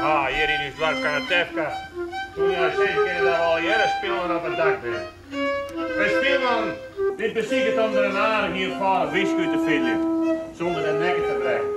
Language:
Western Frisian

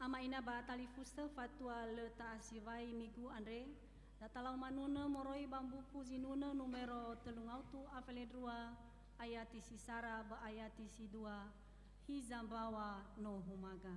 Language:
Nias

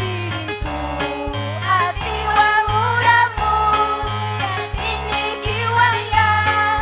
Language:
Ayacucho Quechua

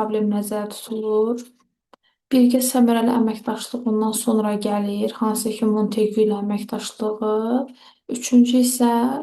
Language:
Azerbaijani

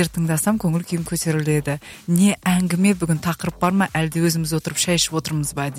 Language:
Kazakh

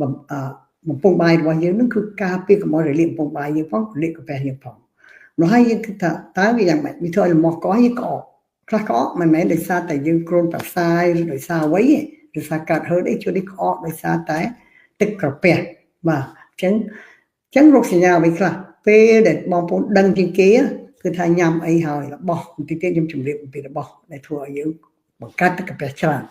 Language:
Khmer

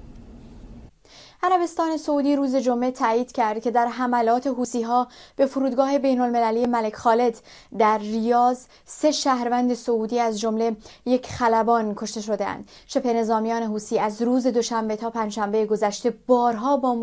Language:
Persian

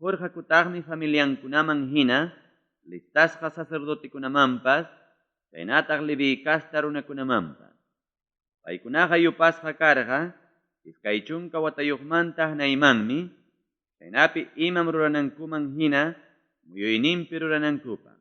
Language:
Ayacucho Quechua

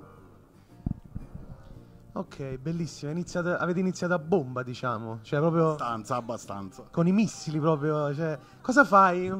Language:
Italian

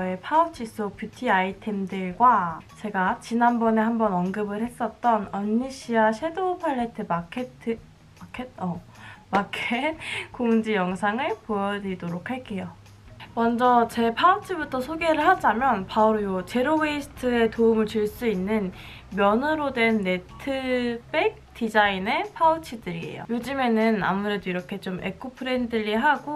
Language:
Korean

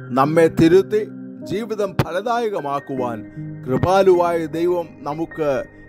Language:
Malayalam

